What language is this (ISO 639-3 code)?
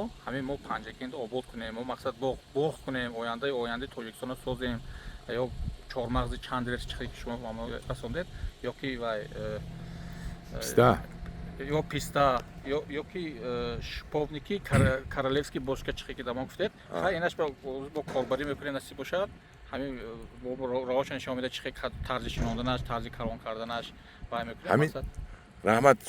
tgk